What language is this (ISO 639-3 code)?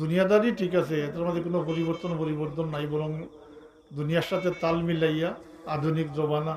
syl